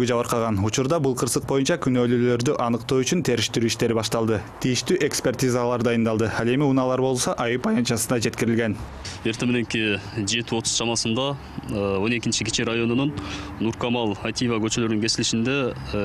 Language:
Kyrgyz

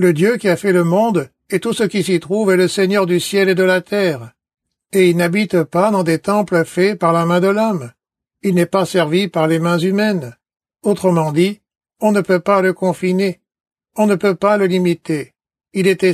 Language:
French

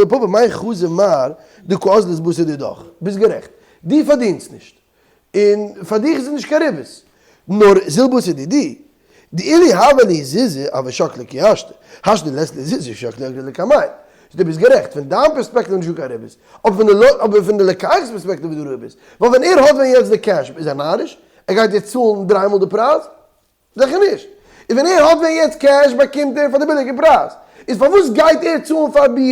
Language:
Yiddish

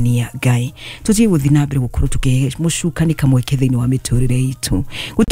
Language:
Kikuyu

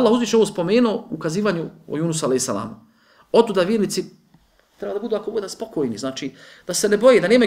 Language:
Bosnian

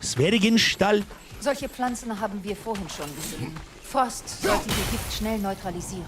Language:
Bavarian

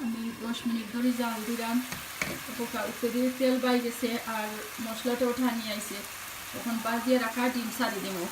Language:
Sylheti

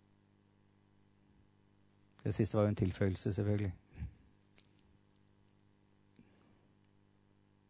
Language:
Norwegian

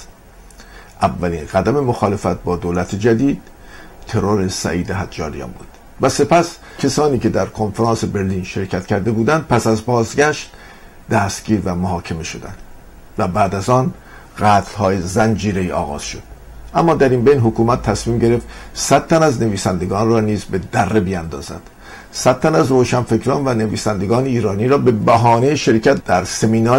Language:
Persian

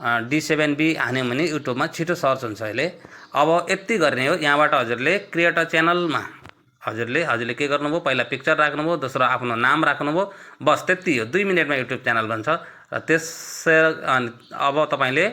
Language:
Nepali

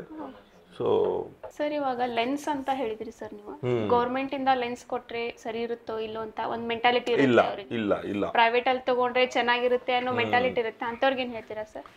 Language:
Kannada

